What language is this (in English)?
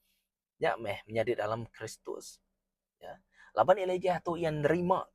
Iban